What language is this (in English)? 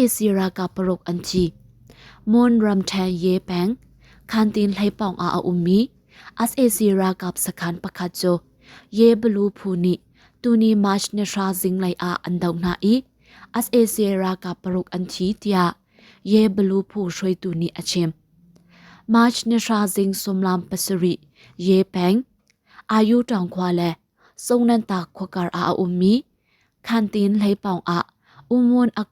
Hakha Chin